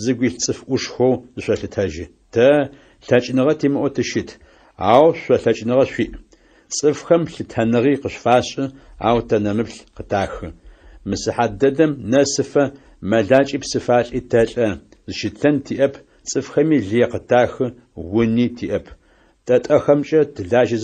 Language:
Adyghe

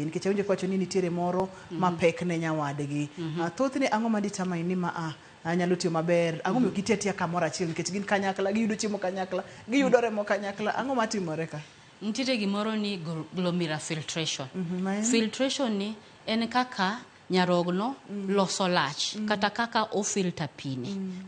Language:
Luo (Kenya and Tanzania)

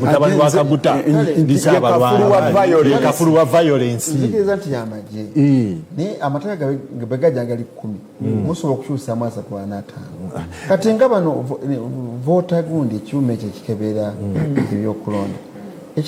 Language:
Ganda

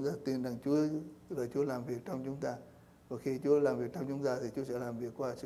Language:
Vietnamese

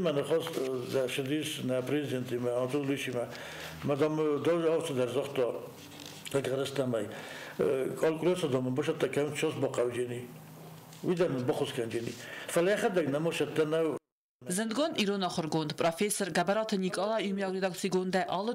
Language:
Ossetic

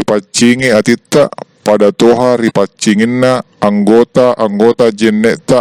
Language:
Buginese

